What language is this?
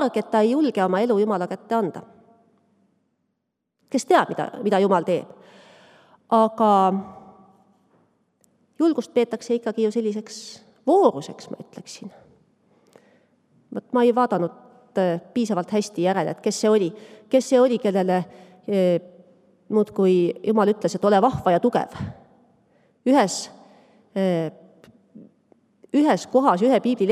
Estonian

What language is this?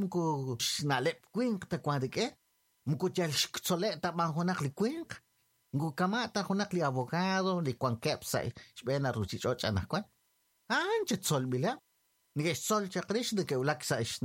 Kekchí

